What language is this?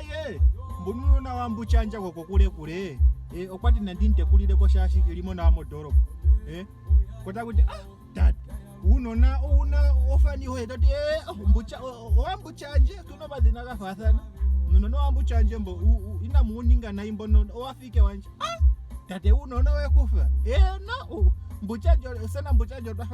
Ndonga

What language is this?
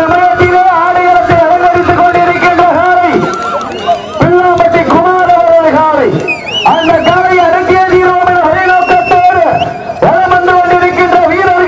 Tamil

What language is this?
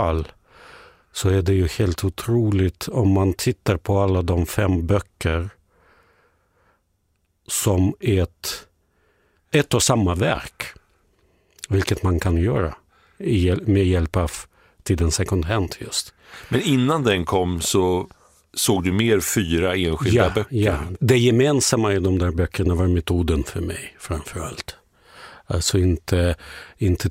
Swedish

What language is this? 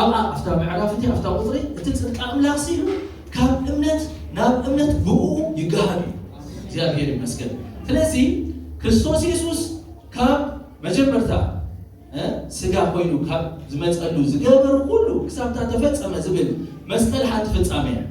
Tigrinya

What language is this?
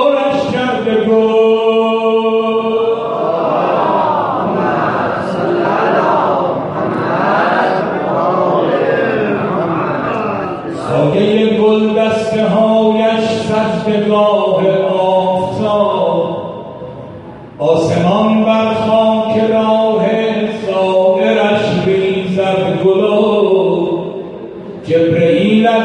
Persian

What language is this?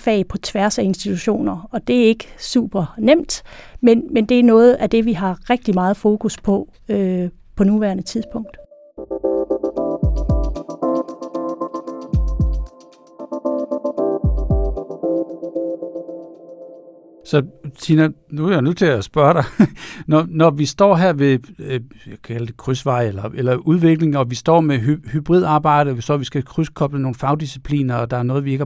Danish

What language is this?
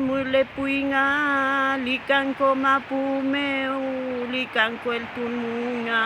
Mapuche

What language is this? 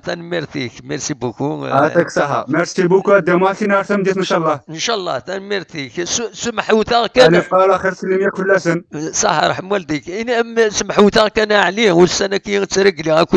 Kabyle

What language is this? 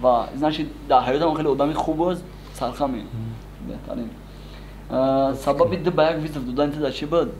Tajik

